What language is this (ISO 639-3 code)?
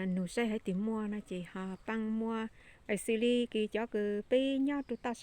hmn